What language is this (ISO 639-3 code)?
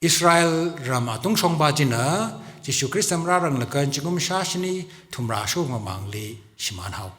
nmf